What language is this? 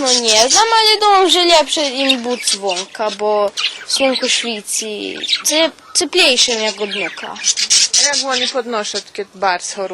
Rusyn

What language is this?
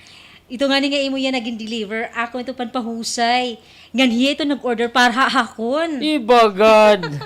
Waray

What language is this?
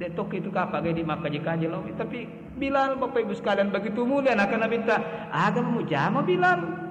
Buginese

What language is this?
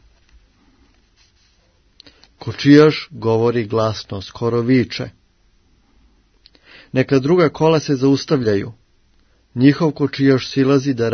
Serbian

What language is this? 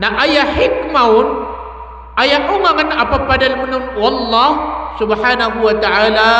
Maranao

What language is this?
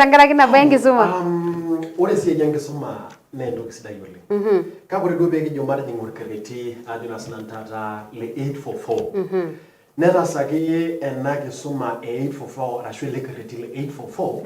Masai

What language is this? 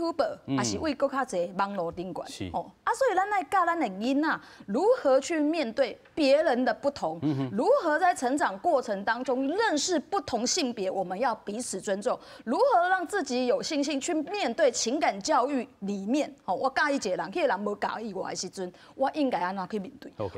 Min Nan Chinese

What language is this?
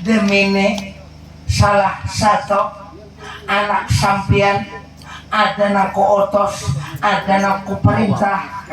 Banjar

